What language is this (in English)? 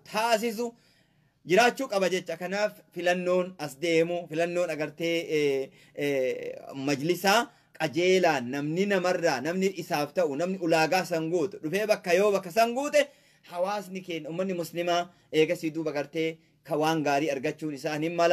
Oromo